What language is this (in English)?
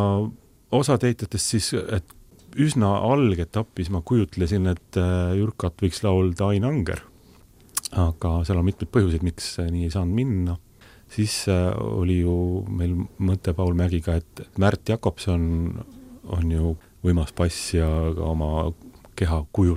Estonian